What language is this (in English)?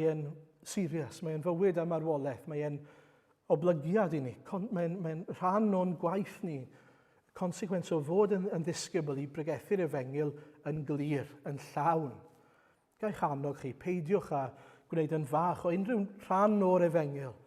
Welsh